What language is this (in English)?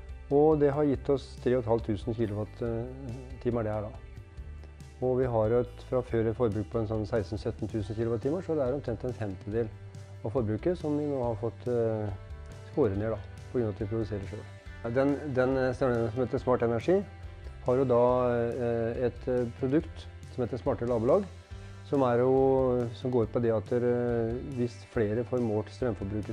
Norwegian